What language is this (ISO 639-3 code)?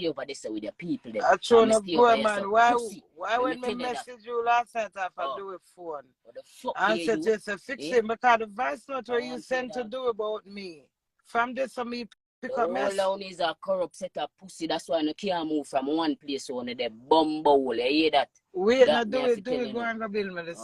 jam